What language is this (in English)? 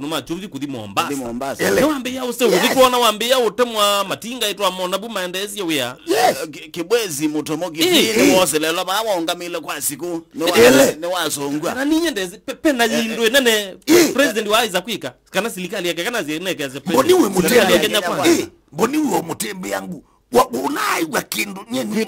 Kamba